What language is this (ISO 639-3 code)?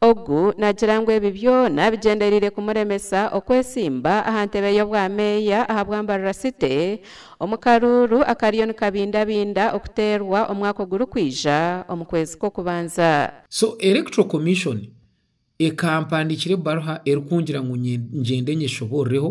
nyn